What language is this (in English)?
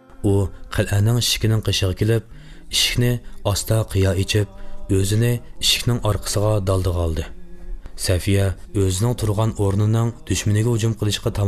Uyghur